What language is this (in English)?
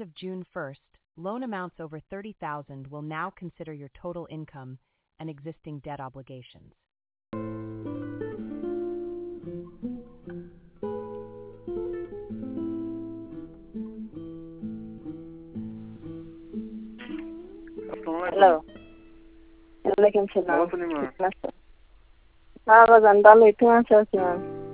Bangla